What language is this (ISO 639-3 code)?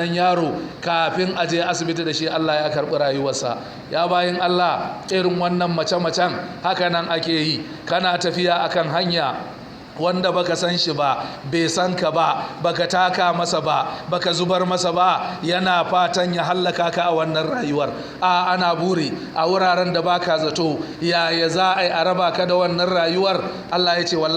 hau